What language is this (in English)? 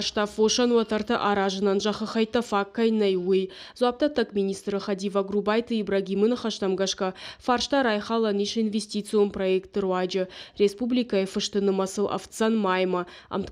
Ossetic